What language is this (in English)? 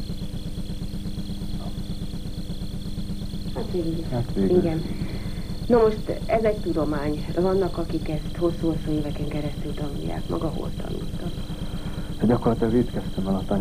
Hungarian